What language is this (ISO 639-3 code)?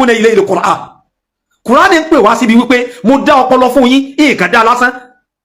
yor